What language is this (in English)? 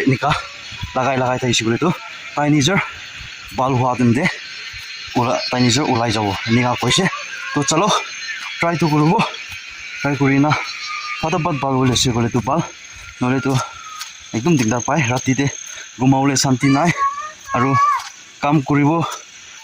Naga Pidgin